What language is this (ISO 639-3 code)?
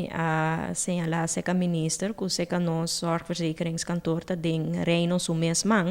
pap